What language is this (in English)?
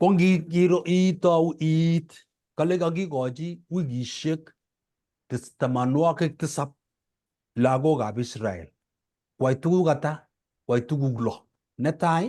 Kalenjin